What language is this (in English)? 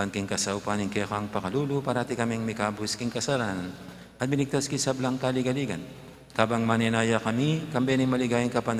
Pampanga